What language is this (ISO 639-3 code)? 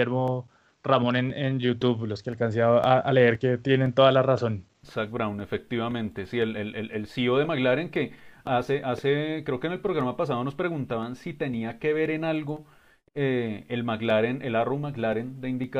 spa